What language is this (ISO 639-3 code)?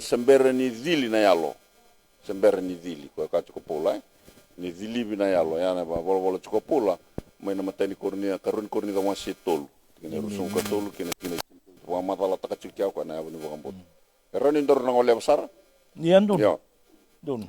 fij